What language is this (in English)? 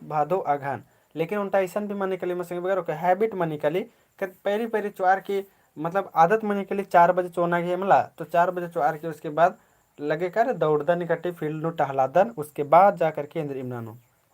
Kurukh